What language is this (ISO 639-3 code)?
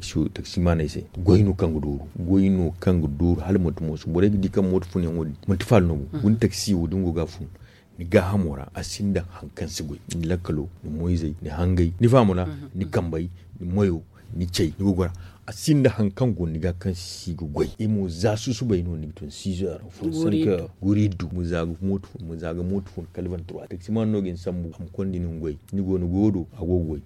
dje